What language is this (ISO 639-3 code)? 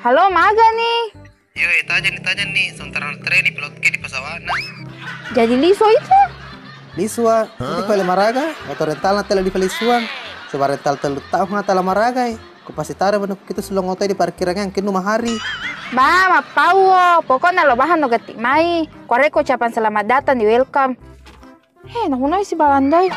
bug